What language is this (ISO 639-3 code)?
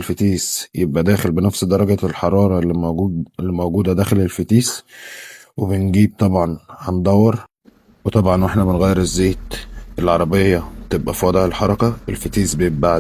arz